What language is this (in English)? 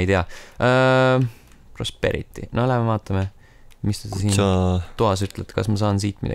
Estonian